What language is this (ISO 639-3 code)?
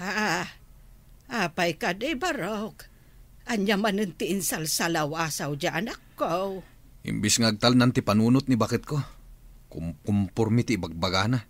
ilo